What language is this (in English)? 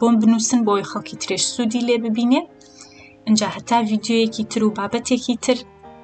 Central Kurdish